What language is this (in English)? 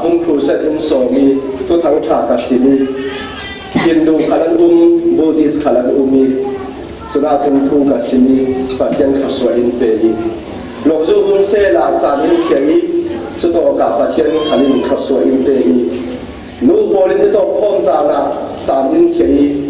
Falam Chin